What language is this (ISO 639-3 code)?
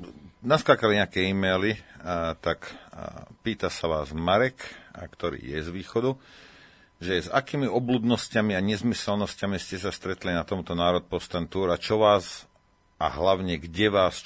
slk